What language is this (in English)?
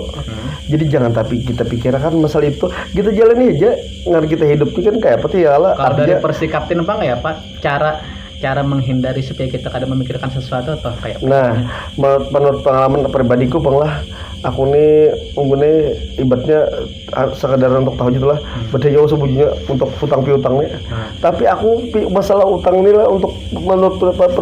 Banjar